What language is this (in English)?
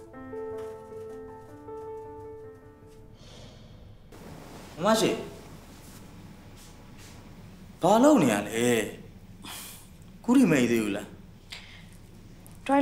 Burmese